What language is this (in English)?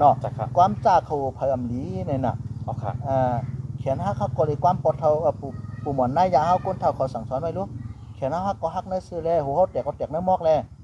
Shan